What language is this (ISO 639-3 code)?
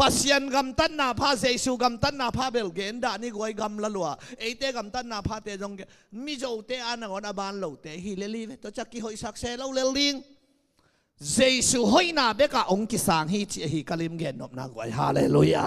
ctd